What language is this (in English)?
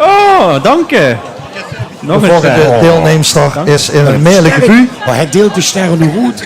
Limburgish